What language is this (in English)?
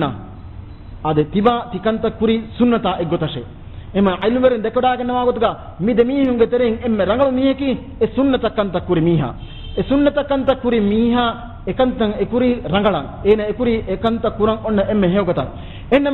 Divehi